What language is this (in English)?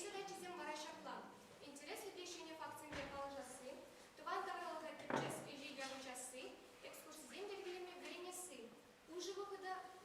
Chuvash